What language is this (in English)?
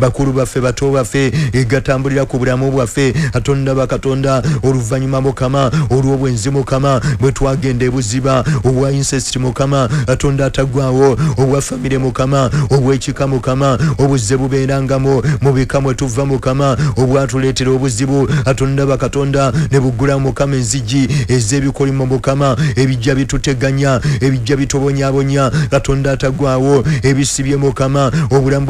Ganda